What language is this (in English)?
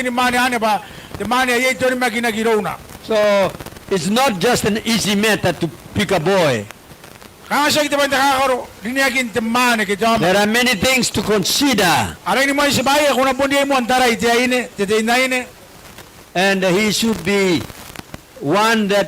Gilbertese